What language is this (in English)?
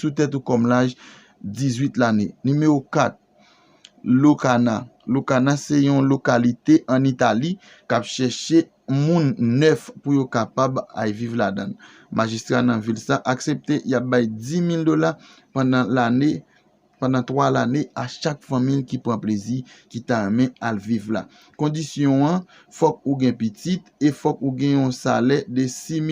Haitian Creole